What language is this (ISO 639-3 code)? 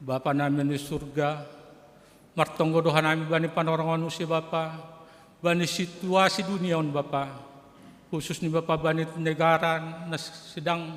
bts